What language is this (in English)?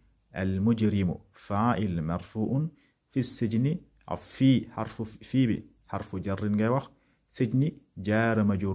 Wolof